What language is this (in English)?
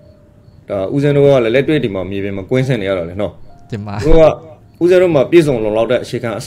Burmese